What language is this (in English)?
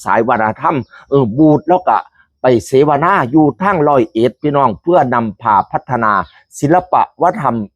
Northeastern Thai